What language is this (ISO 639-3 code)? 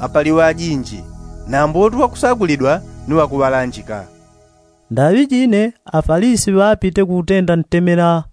yao